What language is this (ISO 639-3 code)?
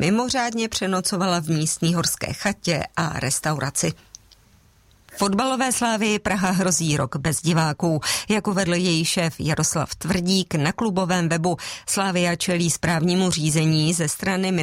ces